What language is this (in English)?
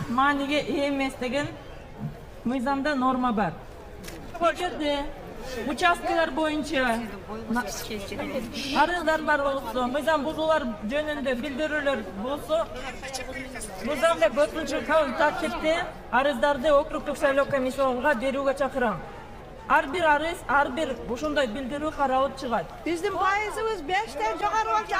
Kyrgyz